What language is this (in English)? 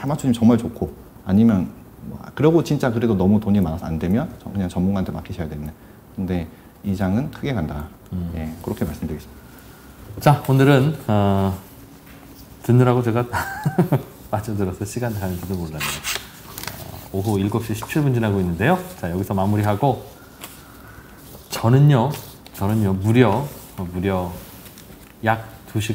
Korean